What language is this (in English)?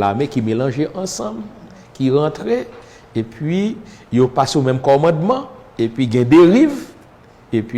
Haitian Creole